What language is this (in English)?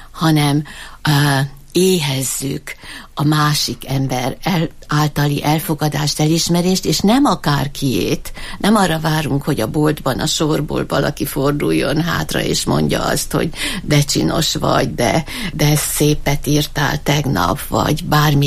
Hungarian